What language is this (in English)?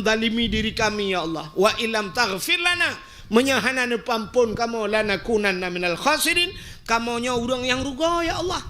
Achinese